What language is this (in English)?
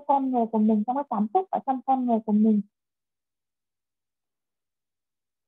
Vietnamese